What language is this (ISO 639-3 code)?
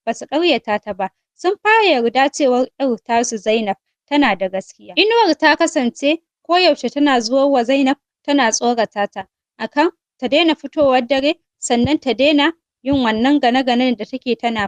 hau